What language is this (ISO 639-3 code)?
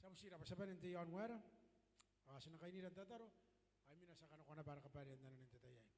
gil